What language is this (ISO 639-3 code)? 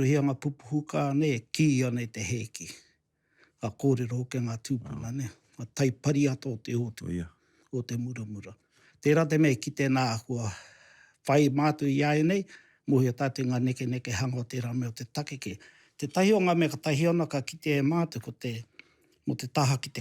mri